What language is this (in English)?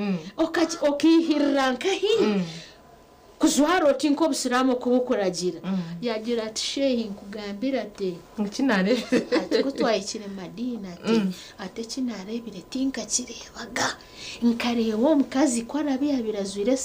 Nyankole